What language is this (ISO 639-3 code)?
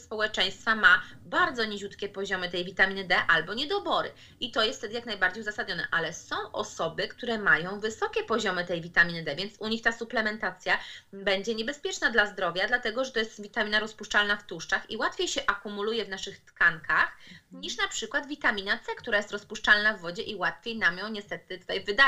pol